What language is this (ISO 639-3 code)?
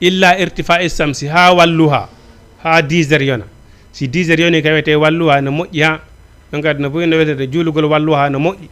ful